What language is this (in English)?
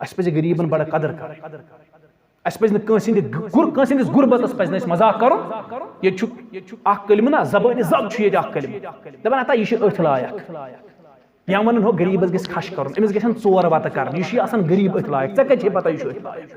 Kashmiri